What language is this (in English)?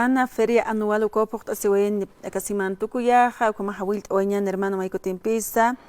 Aymara